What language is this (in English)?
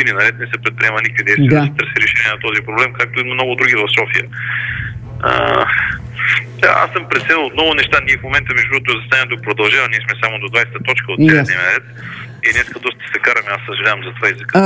Bulgarian